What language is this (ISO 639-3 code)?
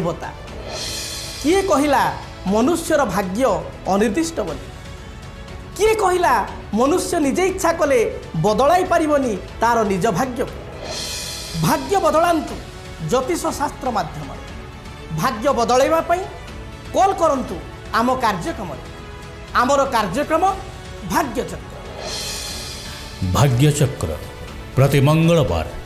ori